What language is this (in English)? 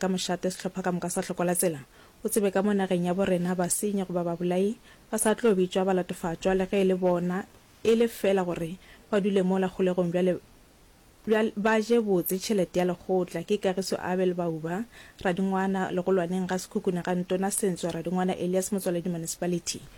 Northern Sotho